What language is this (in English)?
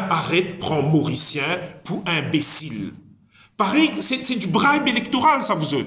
Morisyen